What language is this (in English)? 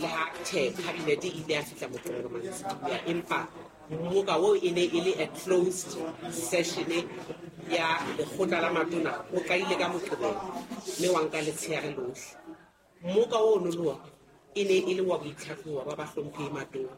Southern Sotho